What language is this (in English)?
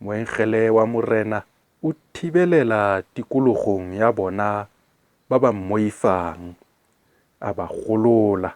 Tswana